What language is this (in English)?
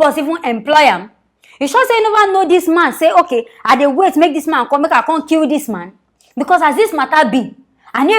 Nigerian Pidgin